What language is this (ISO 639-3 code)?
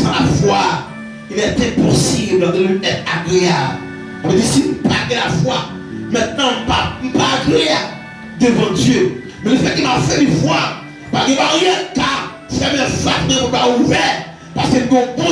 hat